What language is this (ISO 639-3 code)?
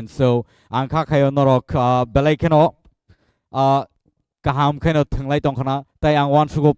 trp